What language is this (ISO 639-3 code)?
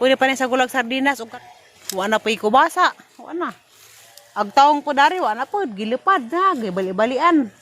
ceb